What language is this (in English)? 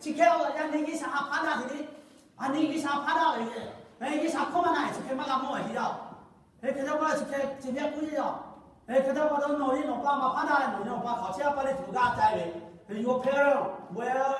Lahu